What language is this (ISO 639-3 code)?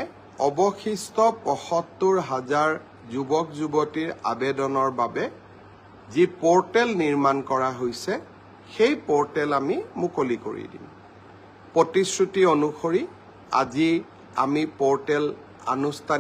asm